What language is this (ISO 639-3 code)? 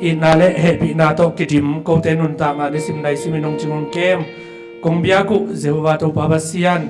ctd